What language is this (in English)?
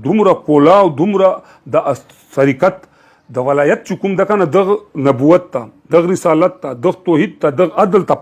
Pashto